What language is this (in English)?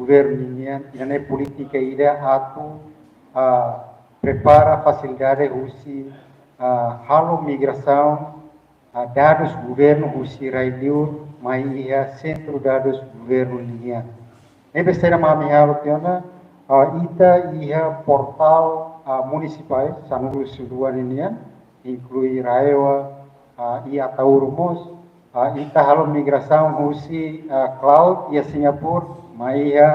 Tetum